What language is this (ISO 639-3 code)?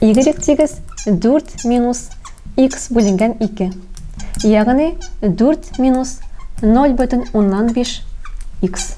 tat